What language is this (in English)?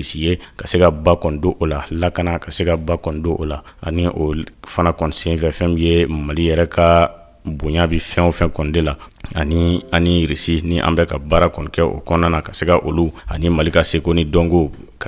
Bambara